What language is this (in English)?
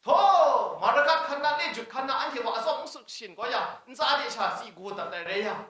Kachin